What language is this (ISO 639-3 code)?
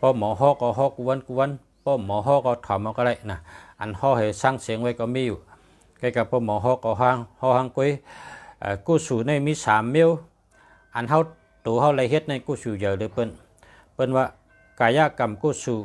shn